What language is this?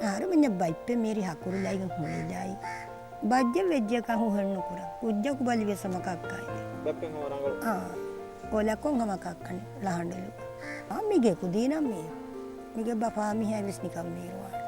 Divehi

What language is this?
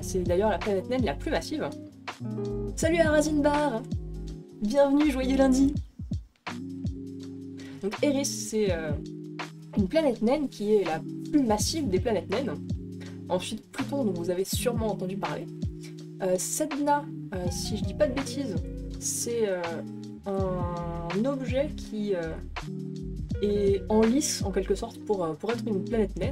French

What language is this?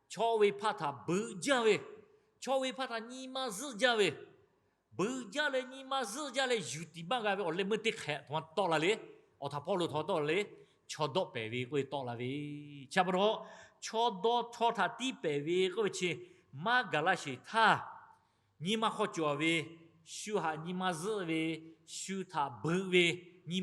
Lahu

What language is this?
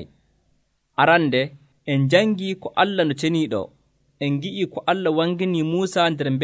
Nigerian Fulfulde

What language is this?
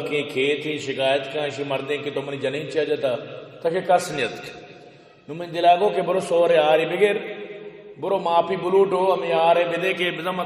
Baluchi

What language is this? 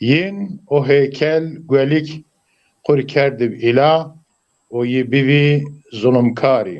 Zaza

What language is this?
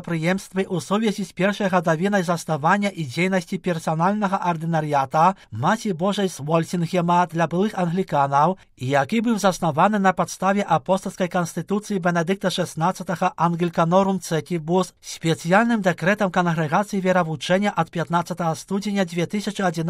Belarusian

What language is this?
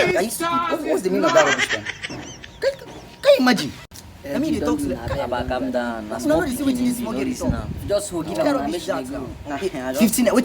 Nigerian Pidgin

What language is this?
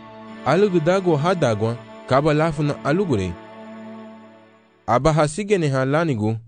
Garifuna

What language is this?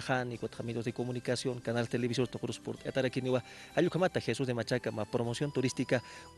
Aymara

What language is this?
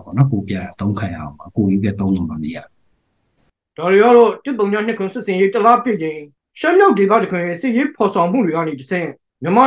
Burmese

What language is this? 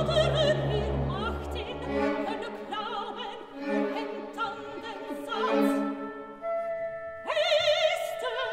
Dutch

